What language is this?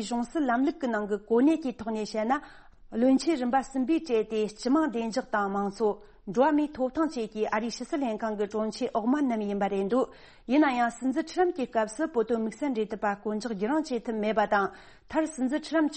Tibetan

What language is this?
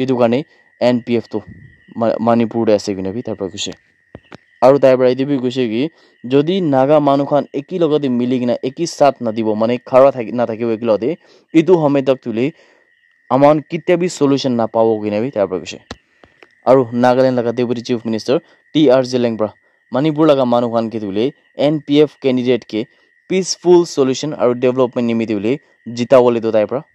Naga Pidgin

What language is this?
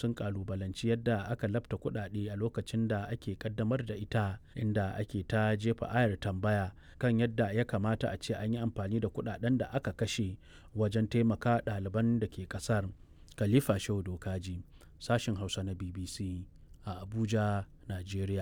Hausa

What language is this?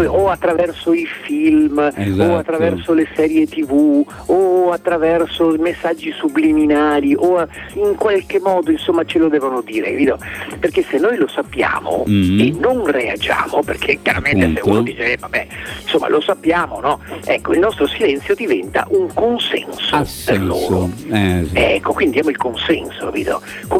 Italian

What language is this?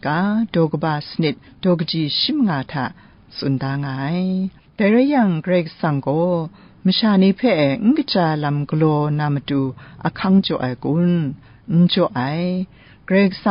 Kachin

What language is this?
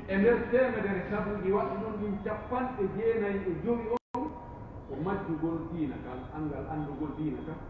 Pular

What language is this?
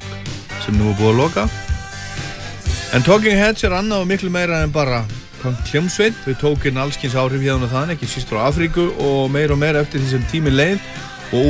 Icelandic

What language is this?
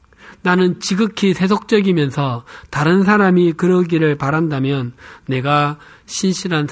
Korean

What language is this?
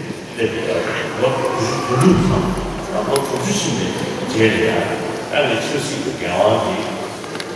Tibetan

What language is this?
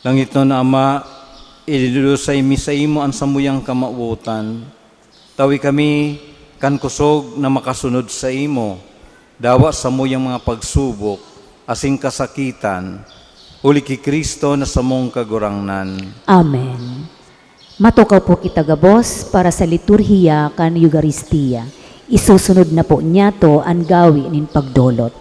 Bikol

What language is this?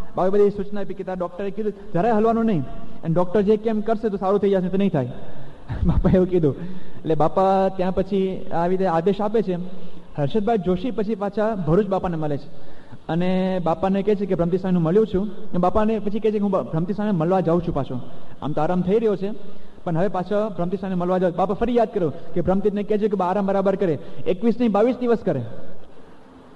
Gujarati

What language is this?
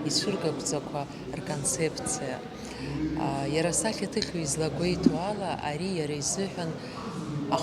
Abkhazian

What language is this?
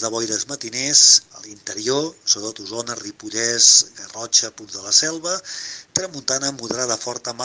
Catalan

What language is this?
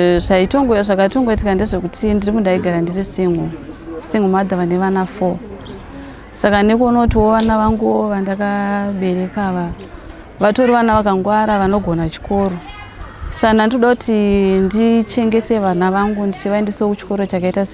Shona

